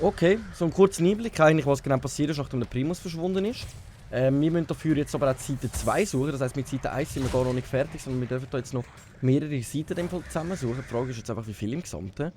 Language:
Swiss German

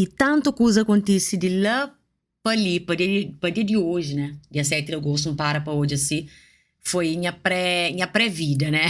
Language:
Kabuverdianu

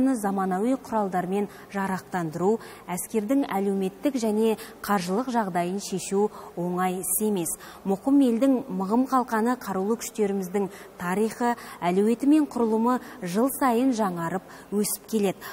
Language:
Kazakh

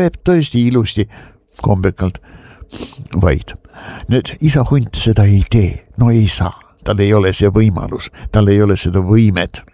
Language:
Estonian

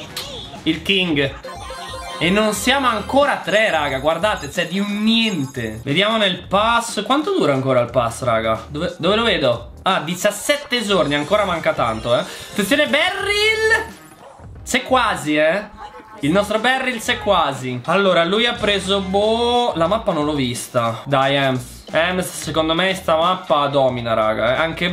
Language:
Italian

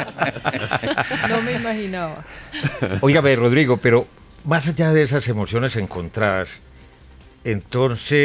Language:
Spanish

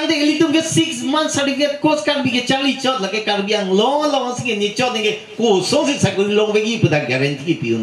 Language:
Karbi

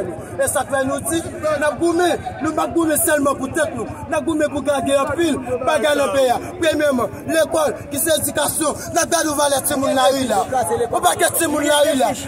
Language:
Haitian Creole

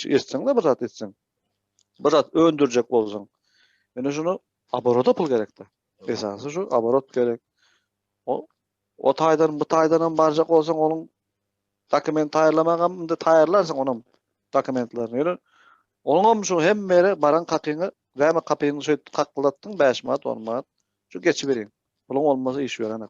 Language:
Turkmen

